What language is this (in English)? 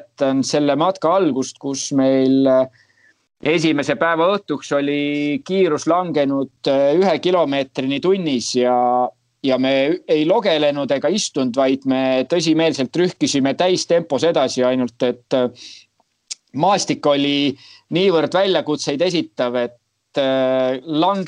Estonian